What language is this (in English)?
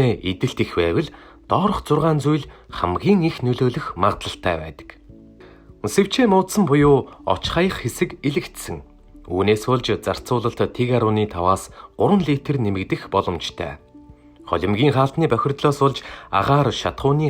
Mongolian